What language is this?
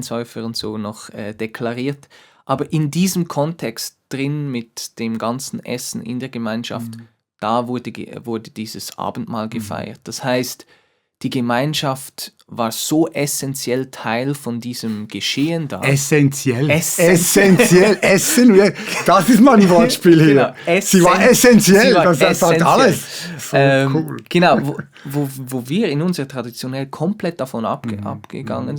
Swiss German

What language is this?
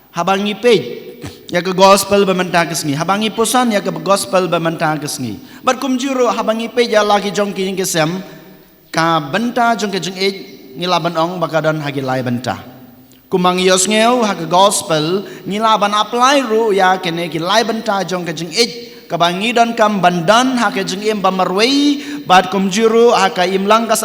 Khasi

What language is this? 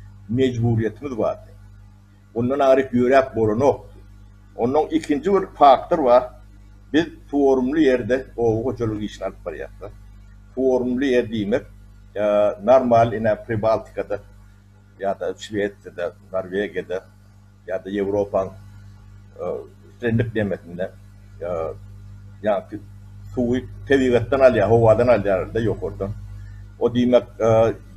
Turkmen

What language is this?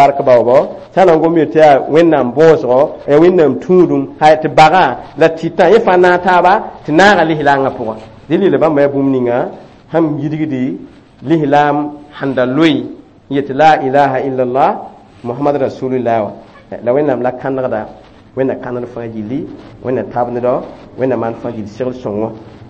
Mossi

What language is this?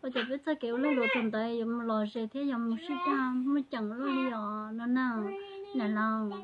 Hmong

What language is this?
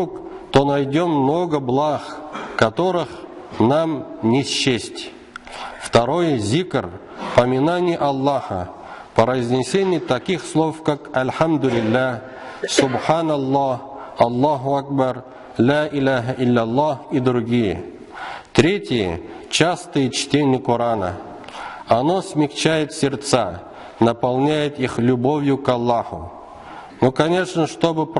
Tatar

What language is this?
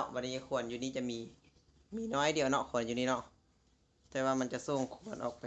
Lao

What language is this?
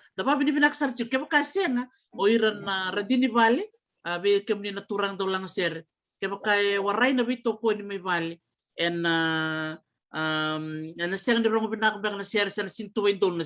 Fijian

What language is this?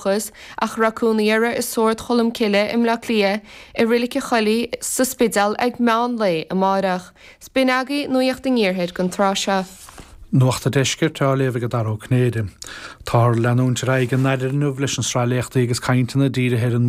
Irish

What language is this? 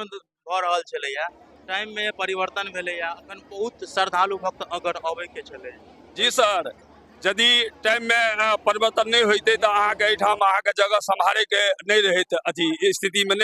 Maithili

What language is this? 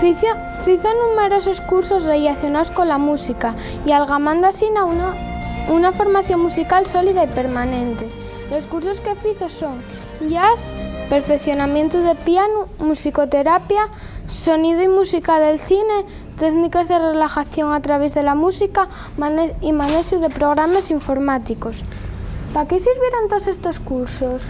Asturian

